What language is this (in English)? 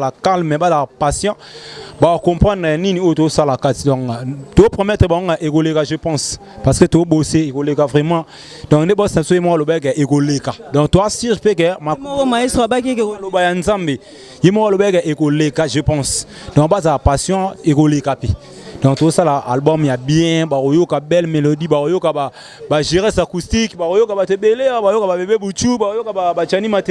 Lingala